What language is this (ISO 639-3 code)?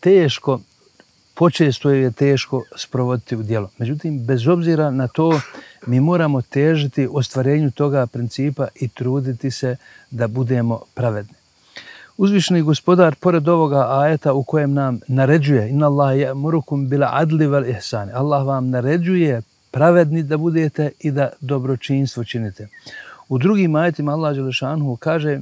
bos